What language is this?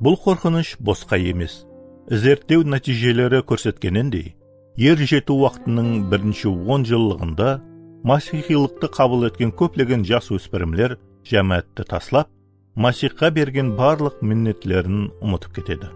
Kara-Kalpak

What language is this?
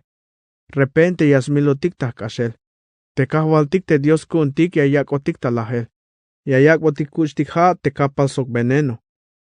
Tzeltal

